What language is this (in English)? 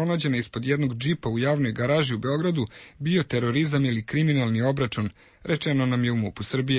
Serbian